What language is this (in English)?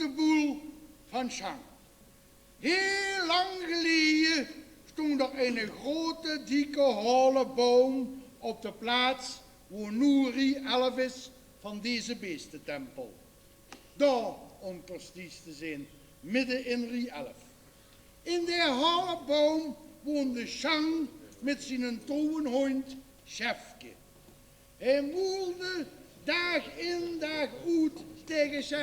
Limburgish